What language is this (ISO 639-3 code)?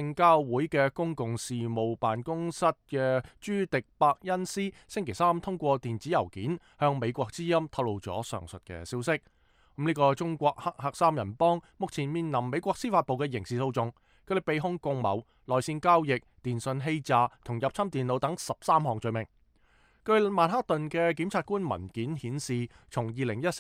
yue